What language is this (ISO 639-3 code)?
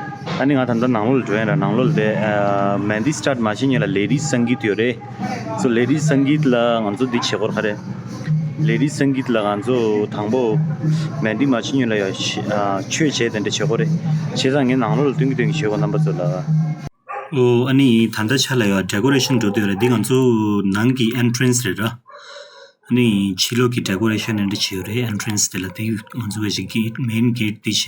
bod